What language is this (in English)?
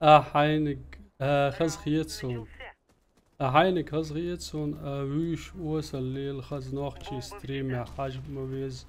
Chechen